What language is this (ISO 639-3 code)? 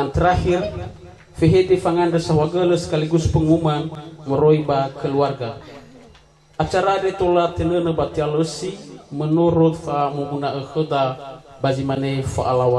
nia